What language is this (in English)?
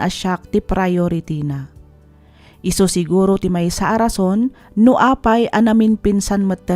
Iloko